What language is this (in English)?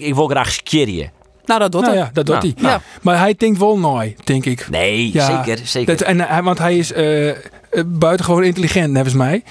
Western Frisian